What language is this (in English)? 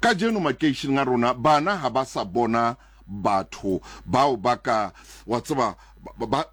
Southern Sotho